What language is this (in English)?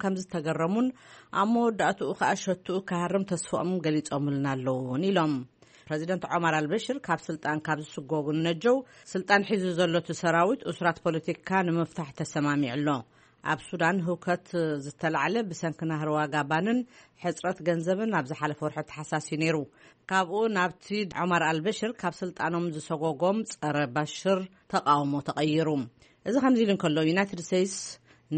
Tigrinya